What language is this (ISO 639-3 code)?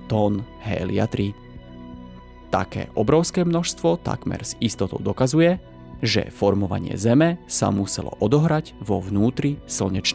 slk